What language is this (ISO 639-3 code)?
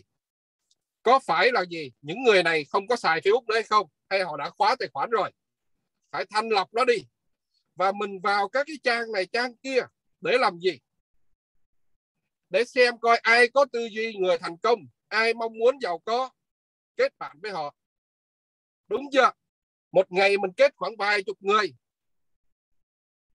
vie